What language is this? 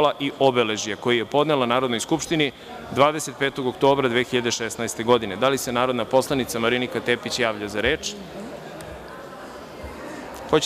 Serbian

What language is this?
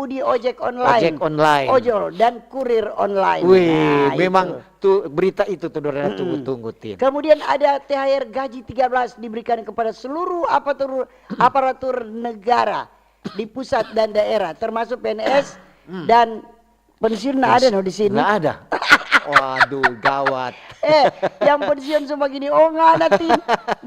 Manado Malay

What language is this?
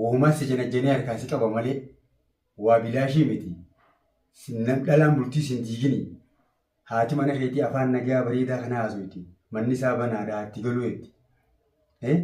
Oromo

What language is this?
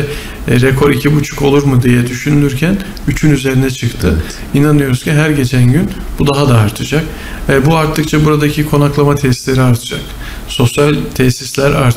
Turkish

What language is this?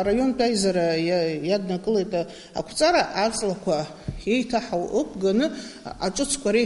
Abkhazian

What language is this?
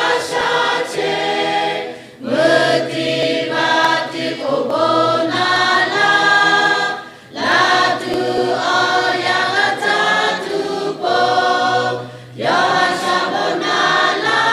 Lahu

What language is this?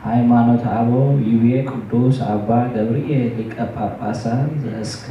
Geez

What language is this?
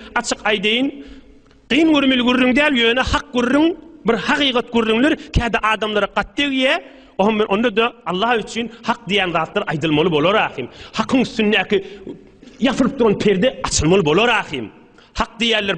Turkmen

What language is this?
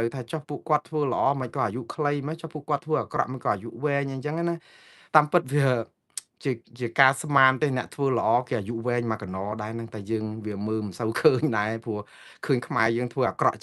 Khmer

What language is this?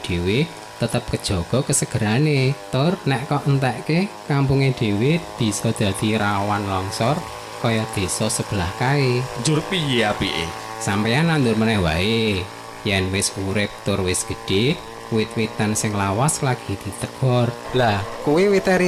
Javanese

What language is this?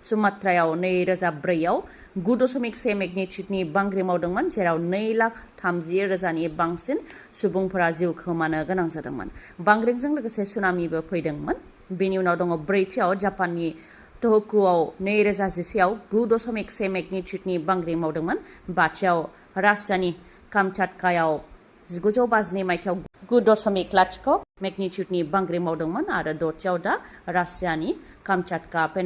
Bodo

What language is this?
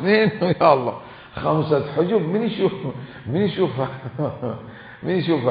Mesopotamian Arabic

